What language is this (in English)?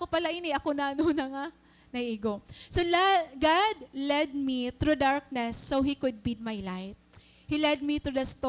Waray